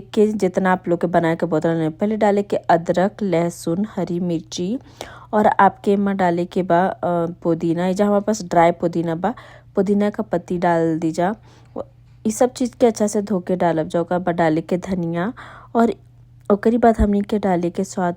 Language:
Bhojpuri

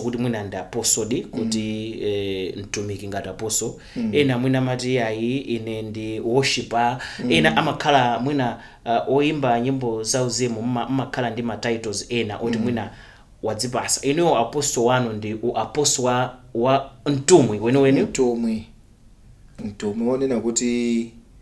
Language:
Nyanja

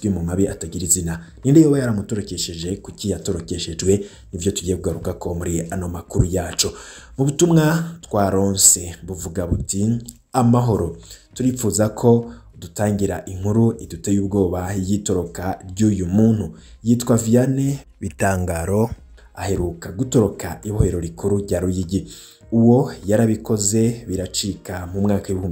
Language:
Rundi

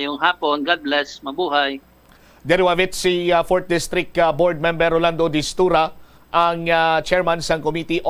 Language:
Hiligaynon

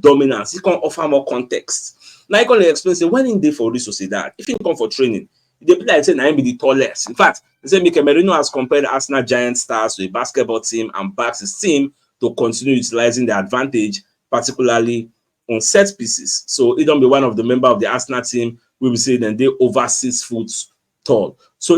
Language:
Nigerian Pidgin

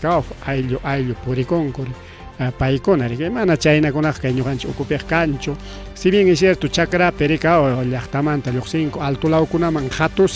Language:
Ayacucho Quechua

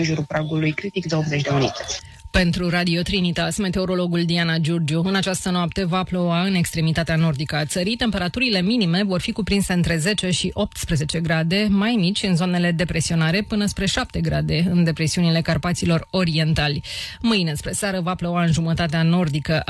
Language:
Romanian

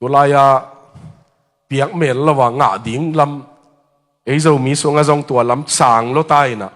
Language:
Tedim Chin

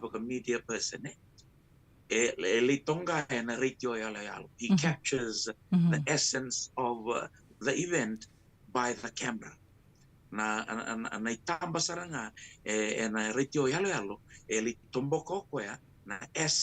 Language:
Fijian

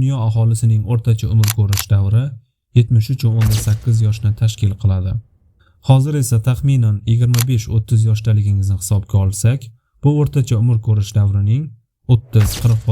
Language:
Uzbek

